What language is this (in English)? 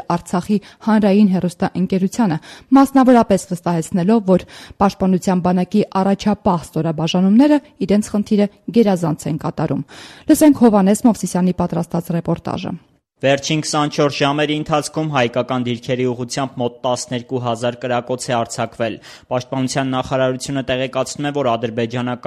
Armenian